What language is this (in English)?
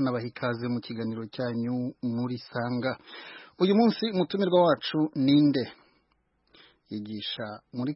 Kinyarwanda